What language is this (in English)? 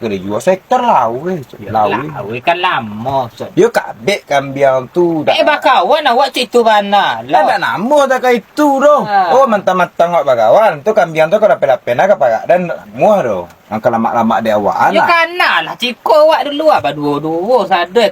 Minangkabau